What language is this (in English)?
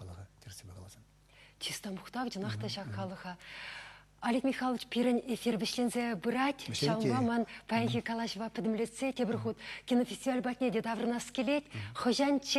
Chuvash